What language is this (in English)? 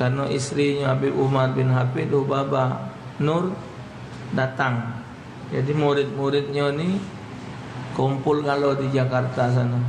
Musi